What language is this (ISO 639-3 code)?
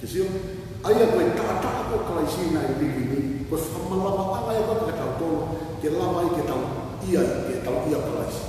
ton